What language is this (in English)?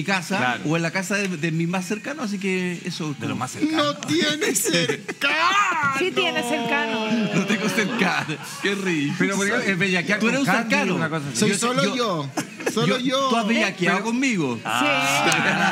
Spanish